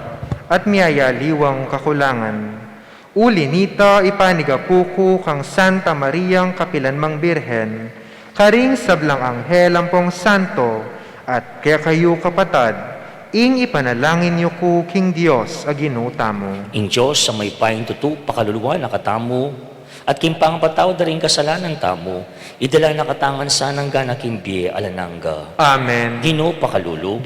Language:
Pampanga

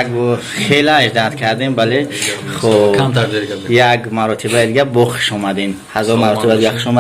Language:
Tajik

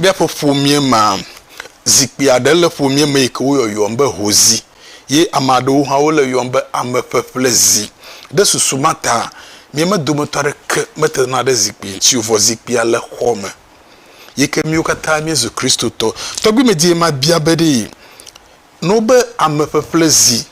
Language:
Ewe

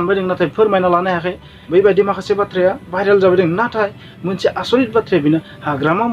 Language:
Bodo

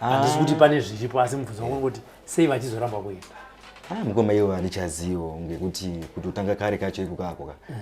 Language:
Shona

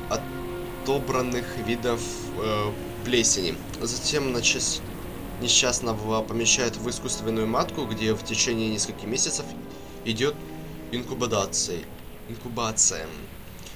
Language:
Russian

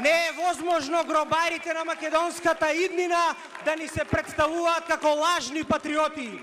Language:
Macedonian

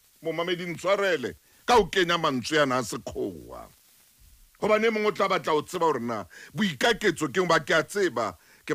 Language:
Southern Sotho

